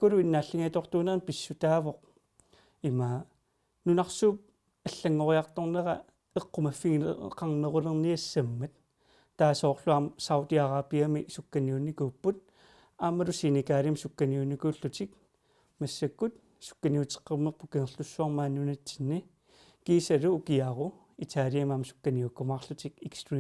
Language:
Kalaallisut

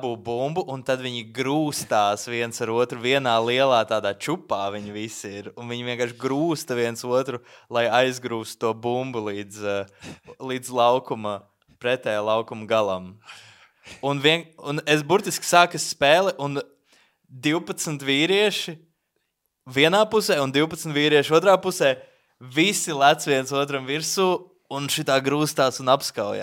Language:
Latvian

